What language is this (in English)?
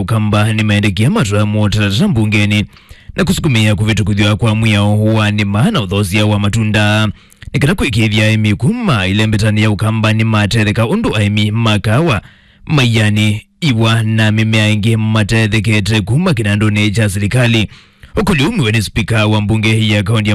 Kamba